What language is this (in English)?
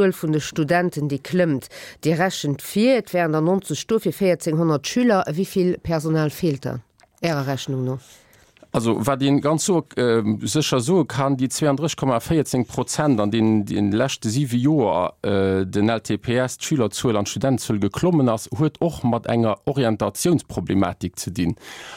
Luxembourgish